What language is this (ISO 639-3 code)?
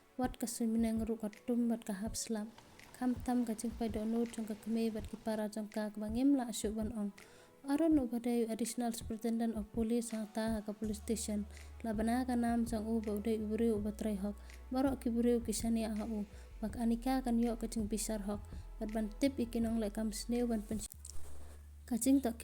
kha